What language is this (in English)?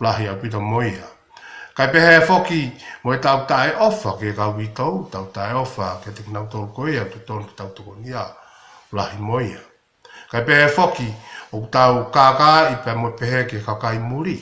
Tongan